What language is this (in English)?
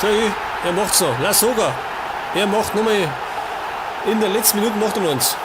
Bavarian